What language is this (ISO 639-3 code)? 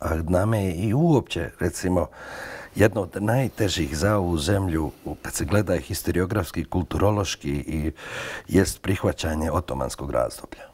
bos